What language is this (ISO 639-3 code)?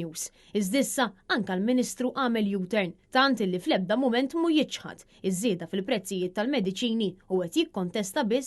mlt